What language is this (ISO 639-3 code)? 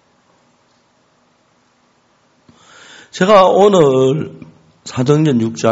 kor